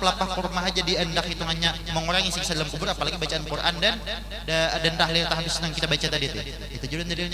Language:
Banjar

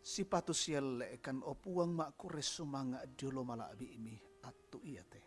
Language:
Toraja-Sa'dan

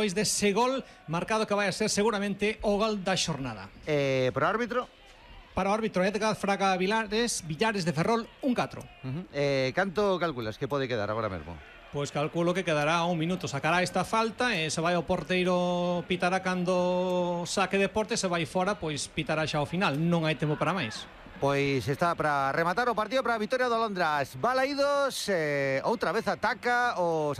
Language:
Galician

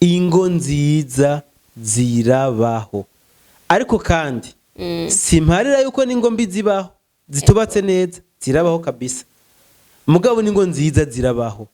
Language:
Rundi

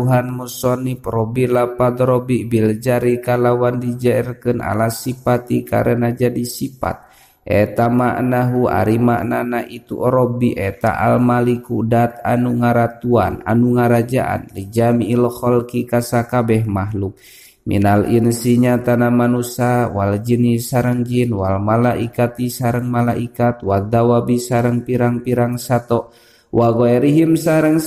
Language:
Sundanese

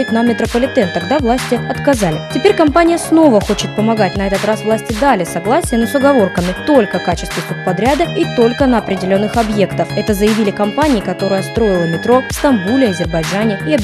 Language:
Russian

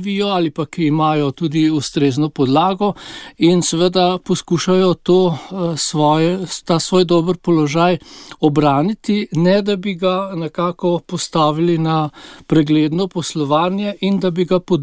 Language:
Slovenian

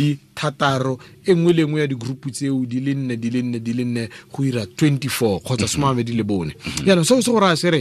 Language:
Tswana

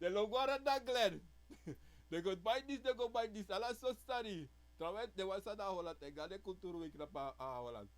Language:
Sranan Tongo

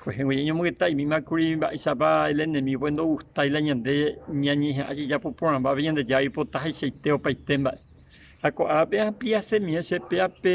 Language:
Guarani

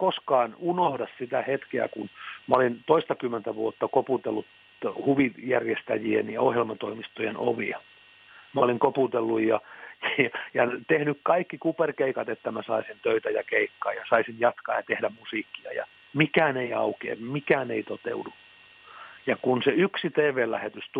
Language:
Finnish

